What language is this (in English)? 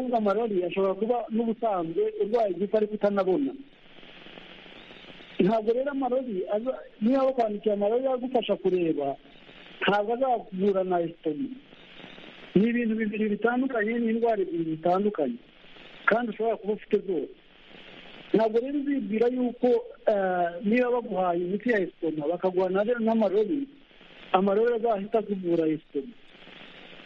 Kinyarwanda